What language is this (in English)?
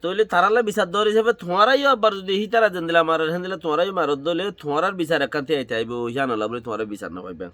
Rohingya